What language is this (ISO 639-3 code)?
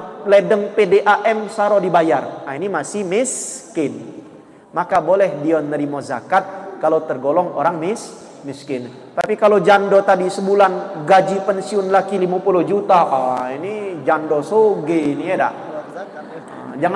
mui